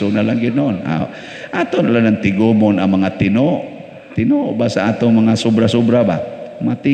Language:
Cebuano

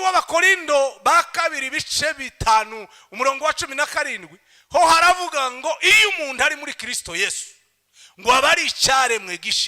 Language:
Kinyarwanda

